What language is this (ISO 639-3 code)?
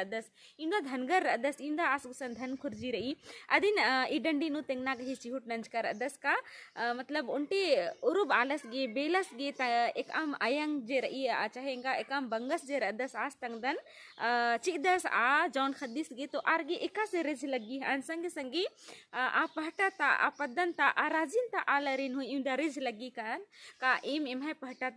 kru